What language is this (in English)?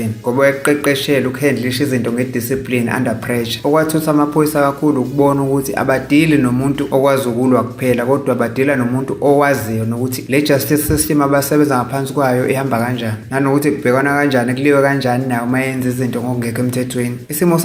Zulu